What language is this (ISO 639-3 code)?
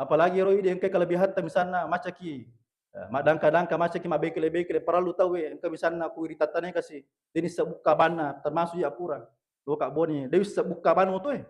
bug